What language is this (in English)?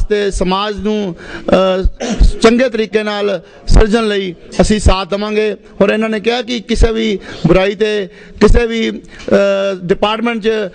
Punjabi